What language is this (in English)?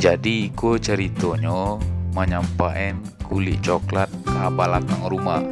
Minangkabau